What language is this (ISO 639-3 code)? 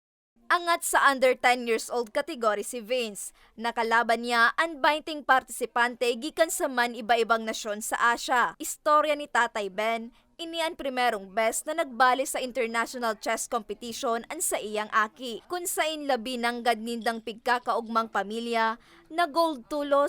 bik